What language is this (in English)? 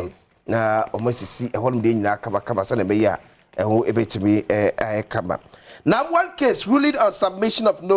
Akan